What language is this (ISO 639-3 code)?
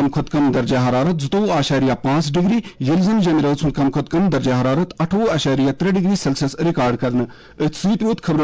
kas